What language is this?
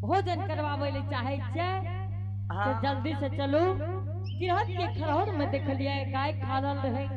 Angika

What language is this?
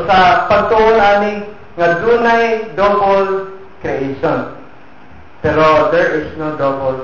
Cebuano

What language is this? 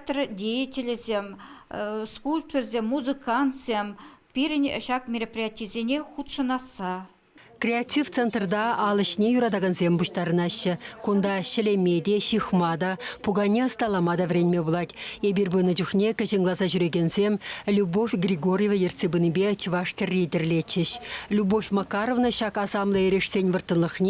Chuvash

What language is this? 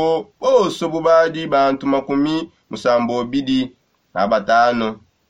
Songe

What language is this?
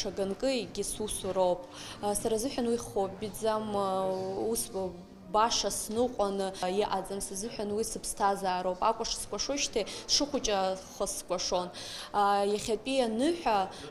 Abkhazian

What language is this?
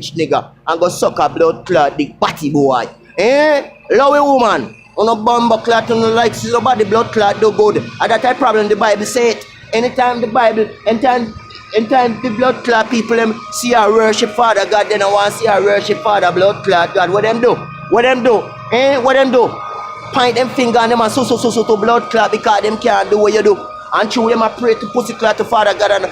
Jamaican Creole English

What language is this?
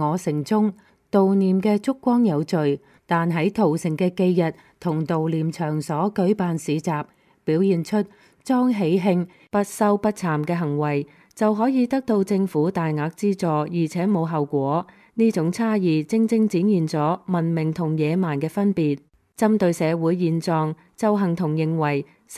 Cantonese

